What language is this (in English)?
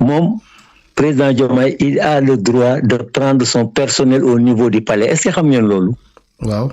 Wolof